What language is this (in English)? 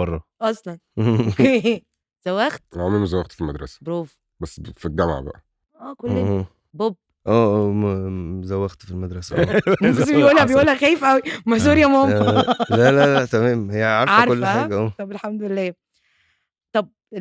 Egyptian Arabic